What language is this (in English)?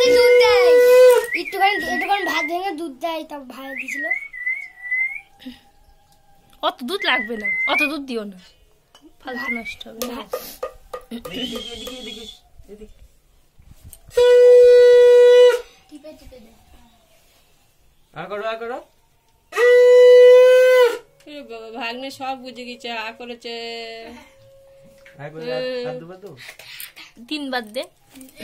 Bangla